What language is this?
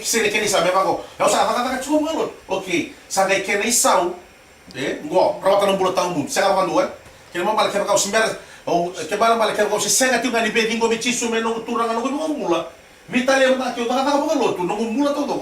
Fijian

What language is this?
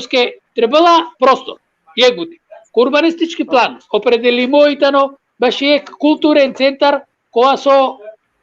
Balkan Romani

